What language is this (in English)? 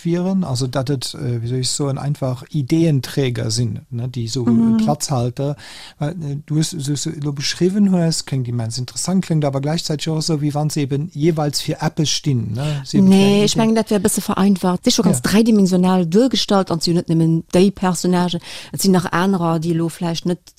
Luxembourgish